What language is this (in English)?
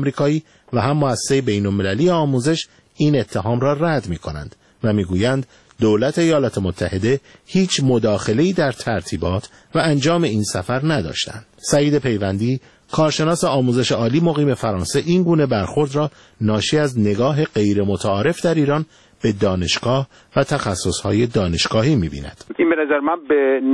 Persian